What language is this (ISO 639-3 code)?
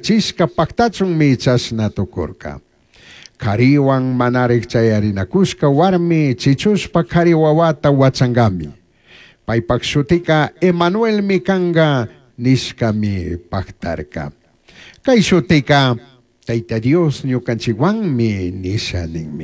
qug